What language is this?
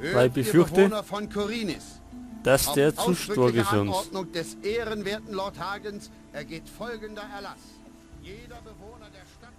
Bavarian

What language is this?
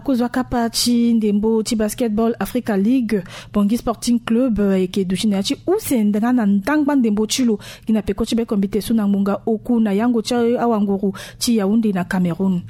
Sango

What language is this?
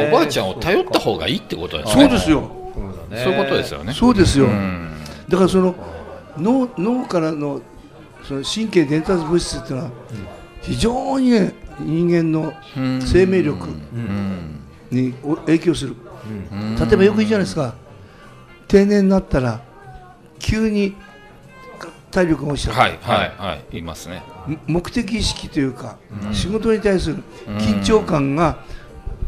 Japanese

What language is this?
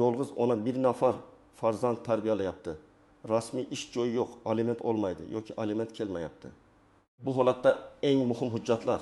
Uzbek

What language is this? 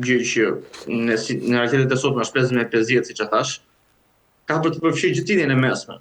Albanian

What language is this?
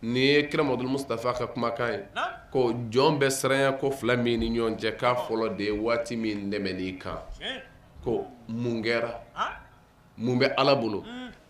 Bambara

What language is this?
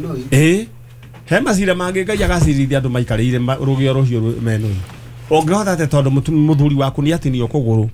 Kikuyu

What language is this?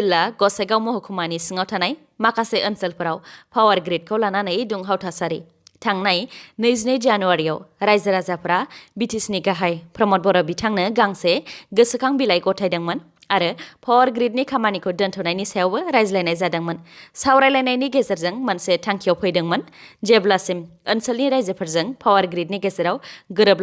Bodo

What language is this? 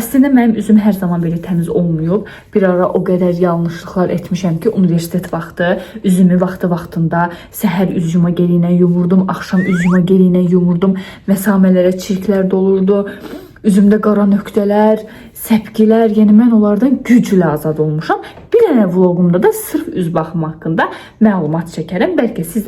Azerbaijani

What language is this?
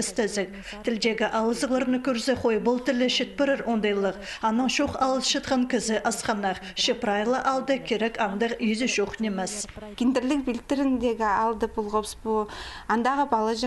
Khakas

